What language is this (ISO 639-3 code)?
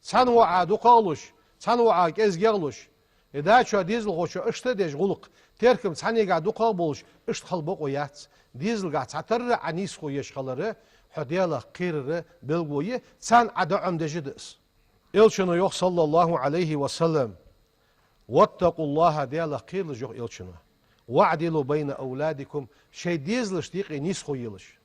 inh